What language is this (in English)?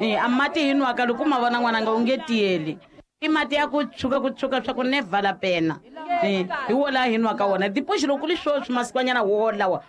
Tsonga